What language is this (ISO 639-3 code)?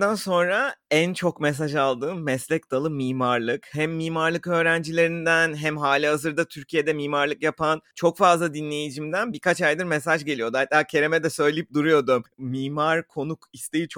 tur